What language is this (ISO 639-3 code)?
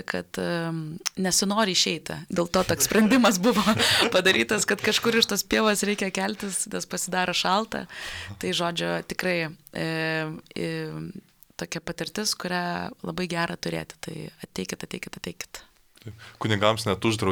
lit